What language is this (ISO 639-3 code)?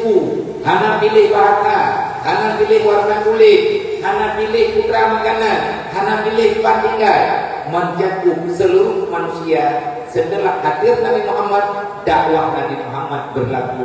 ace